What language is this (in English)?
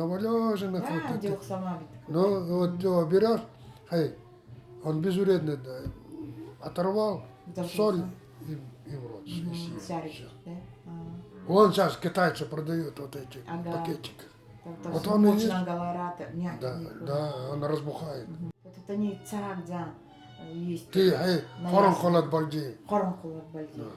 Nanai